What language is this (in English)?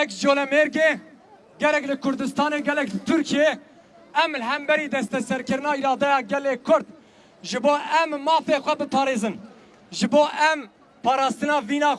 Kurdish